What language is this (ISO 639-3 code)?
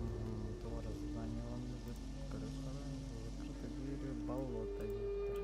sah